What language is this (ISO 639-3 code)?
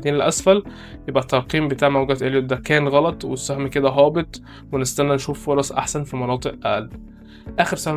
arz